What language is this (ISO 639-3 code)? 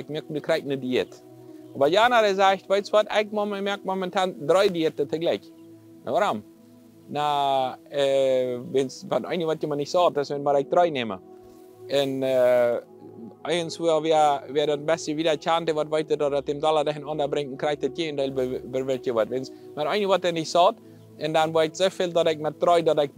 pdt